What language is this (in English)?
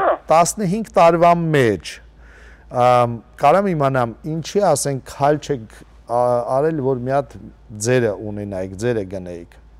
Western Armenian